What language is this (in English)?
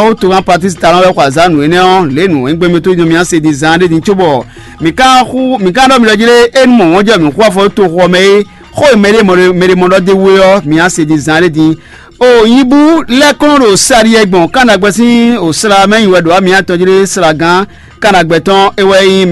Fon